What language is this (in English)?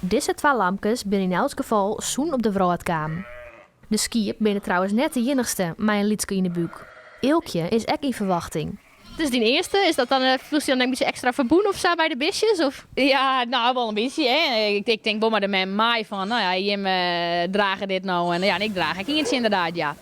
Western Frisian